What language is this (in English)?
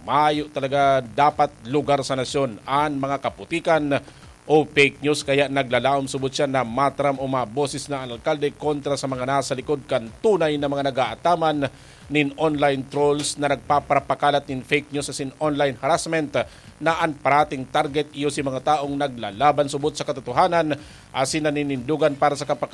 Bikol